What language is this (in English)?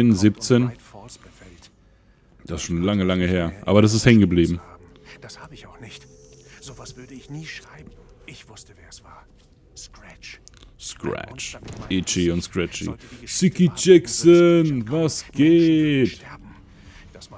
German